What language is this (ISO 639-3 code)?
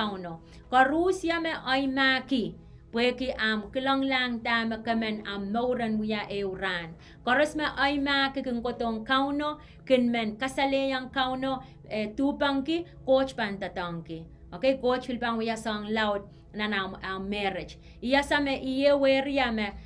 pon